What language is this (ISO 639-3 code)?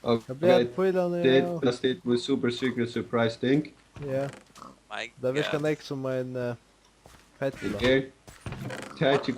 fao